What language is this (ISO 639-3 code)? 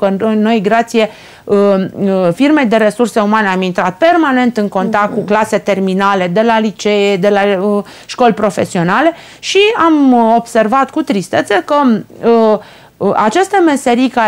ron